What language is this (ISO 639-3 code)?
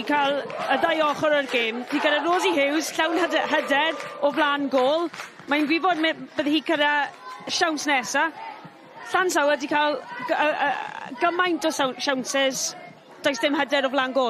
cym